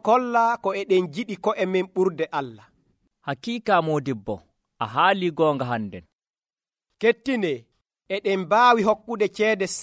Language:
Nigerian Fulfulde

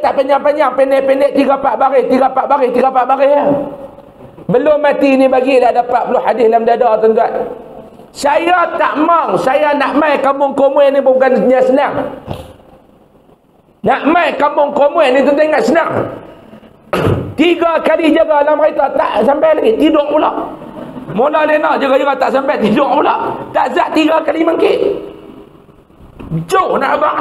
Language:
Malay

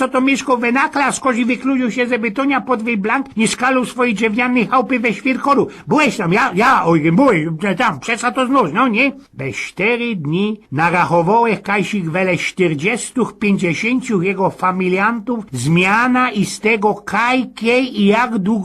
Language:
Silesian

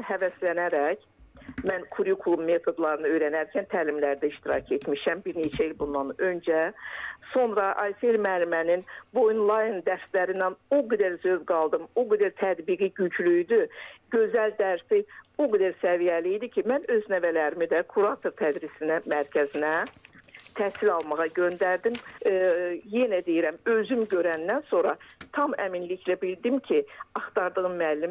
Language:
Azerbaijani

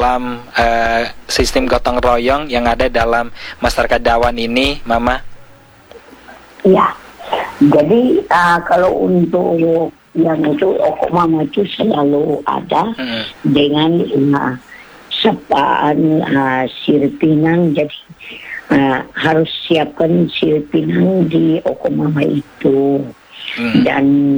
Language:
Indonesian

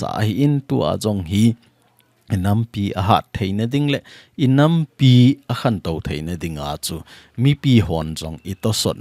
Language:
Thado Chin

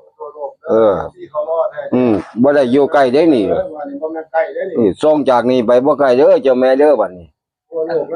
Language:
Northeastern Thai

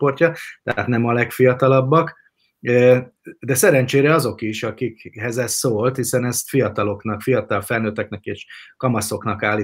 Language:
Hungarian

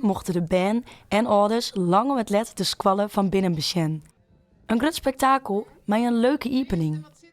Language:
Western Frisian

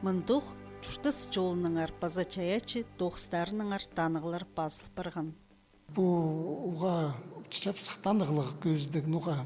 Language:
Khakas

